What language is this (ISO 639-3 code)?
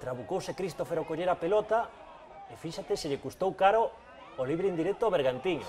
glg